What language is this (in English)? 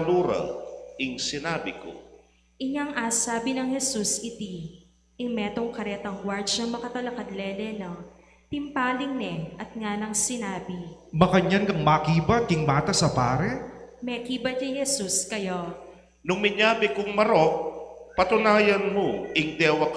Pampanga